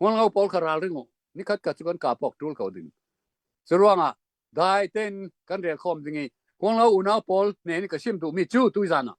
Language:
Hakha Chin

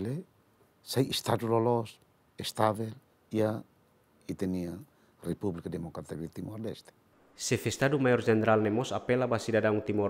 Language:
Tetum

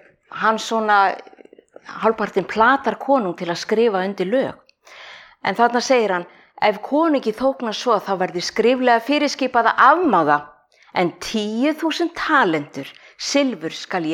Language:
Icelandic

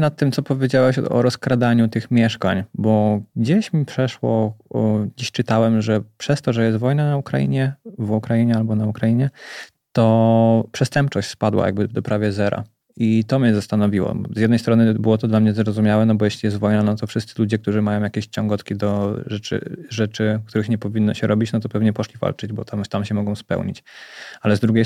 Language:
Polish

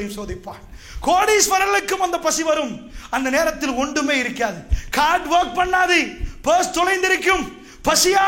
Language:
Tamil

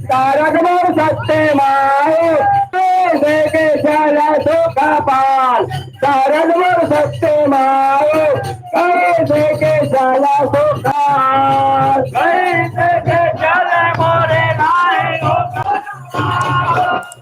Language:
Chhattisgarhi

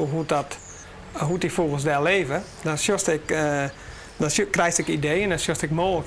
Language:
Western Frisian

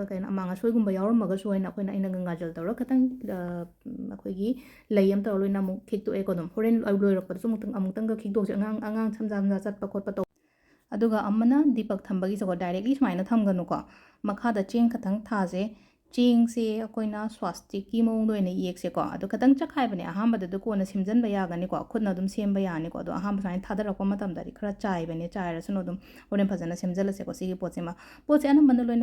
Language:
Manipuri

